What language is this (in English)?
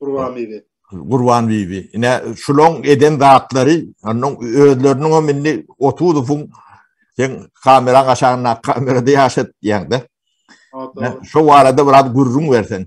Turkmen